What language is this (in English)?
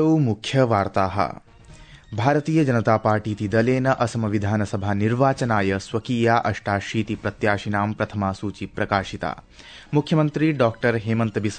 Sanskrit